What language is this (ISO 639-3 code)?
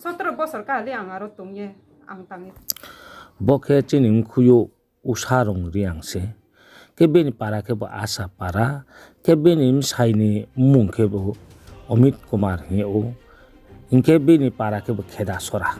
ria